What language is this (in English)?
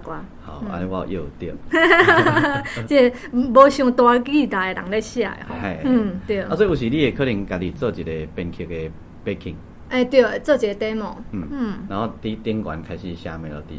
Min Nan Chinese